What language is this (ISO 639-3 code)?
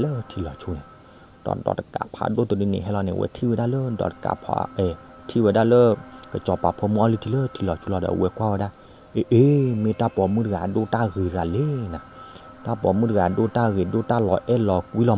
ksw